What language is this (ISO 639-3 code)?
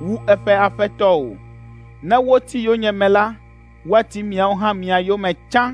ewe